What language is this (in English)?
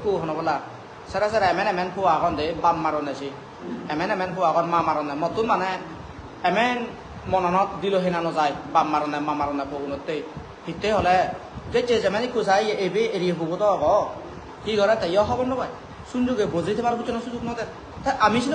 Chakma